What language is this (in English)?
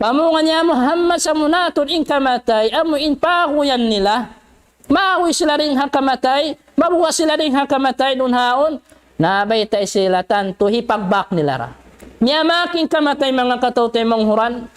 Tausug